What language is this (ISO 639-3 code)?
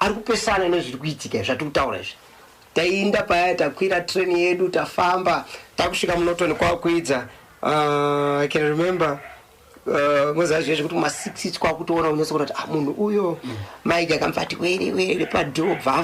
sna